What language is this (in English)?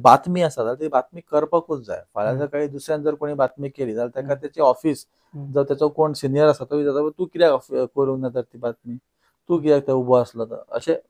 Konkani